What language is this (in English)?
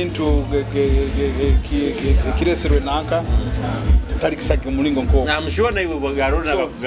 Nyoro